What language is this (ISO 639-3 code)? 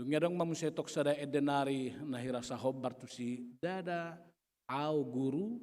bbc